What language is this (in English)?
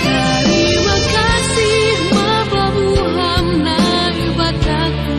Batak Simalungun